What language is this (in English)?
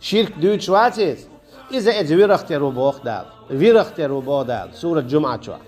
Chechen